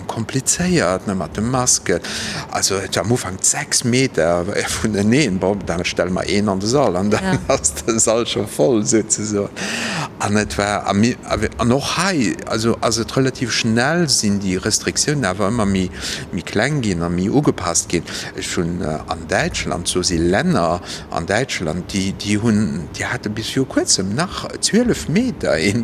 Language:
Luxembourgish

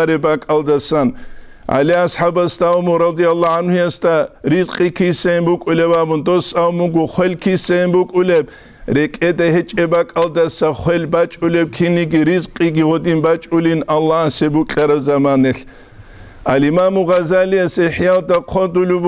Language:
Avaric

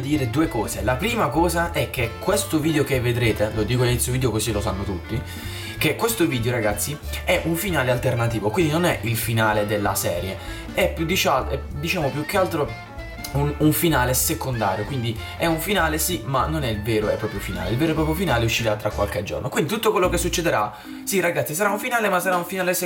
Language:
Italian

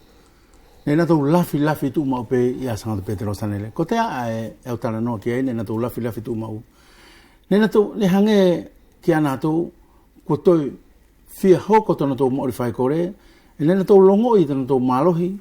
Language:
Wallisian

